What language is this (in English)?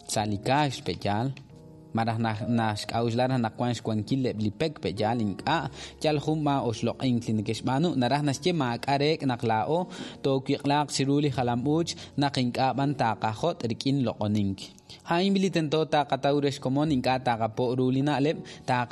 Kekchí